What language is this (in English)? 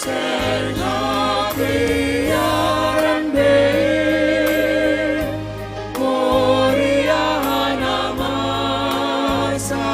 Batak Simalungun